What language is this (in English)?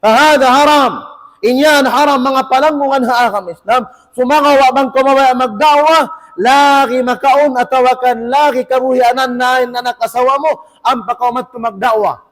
Tausug